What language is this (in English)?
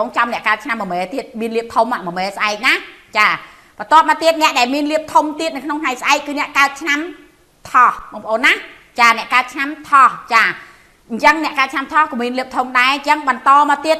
Khmer